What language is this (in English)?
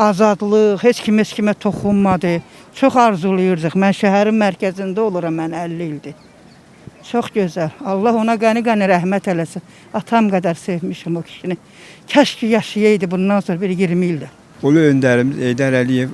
Azerbaijani